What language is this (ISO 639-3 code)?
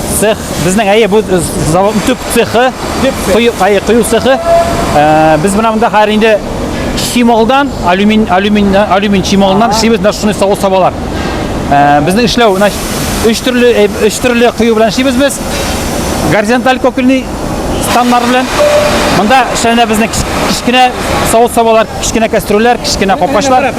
tat